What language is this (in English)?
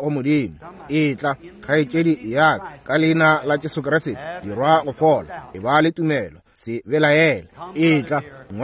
Northern Sotho